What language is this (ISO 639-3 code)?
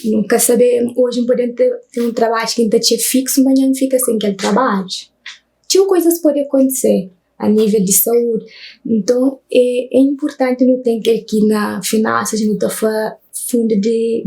kea